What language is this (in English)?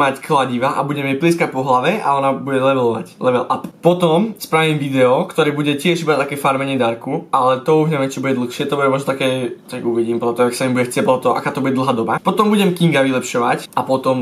Slovak